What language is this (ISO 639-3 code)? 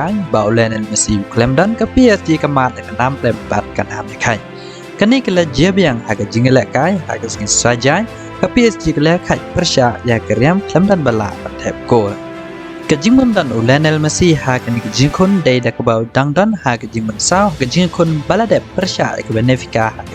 kha